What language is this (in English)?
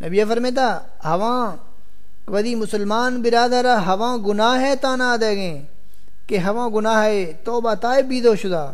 Saraiki